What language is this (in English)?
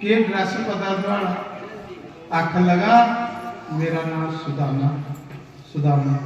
Dogri